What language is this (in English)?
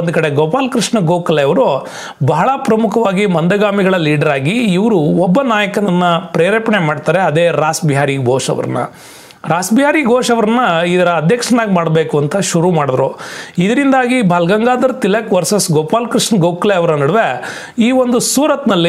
Kannada